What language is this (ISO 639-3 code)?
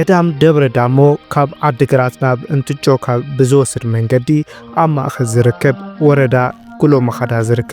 tir